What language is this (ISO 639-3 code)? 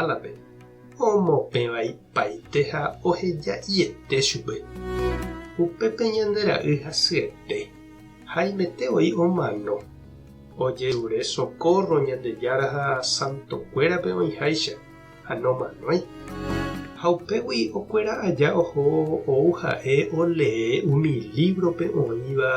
grn